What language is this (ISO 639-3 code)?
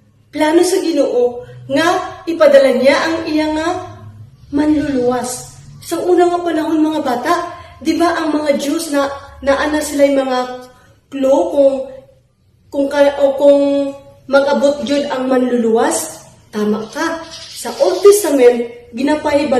ceb